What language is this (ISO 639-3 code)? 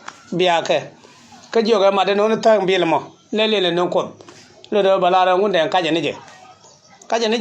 nus